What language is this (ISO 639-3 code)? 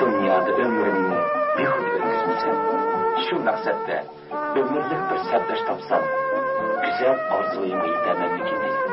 uig